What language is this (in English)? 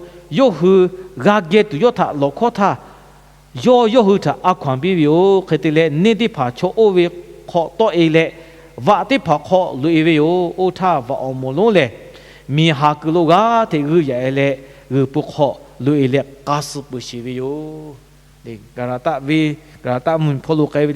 Lahu